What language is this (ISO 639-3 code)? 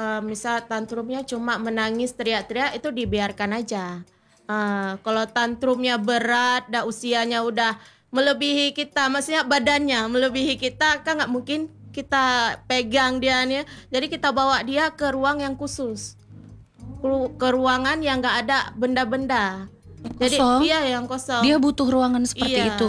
ind